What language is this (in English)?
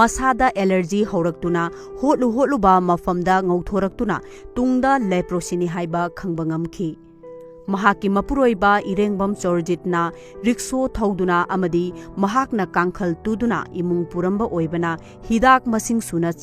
Manipuri